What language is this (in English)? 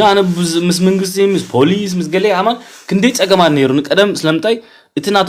Tigrinya